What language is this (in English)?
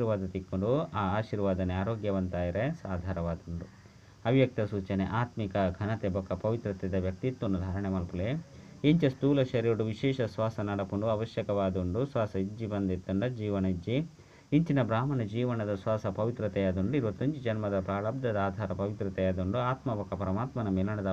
Tulu